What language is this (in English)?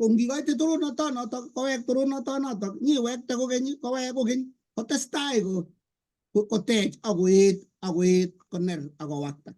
Kalenjin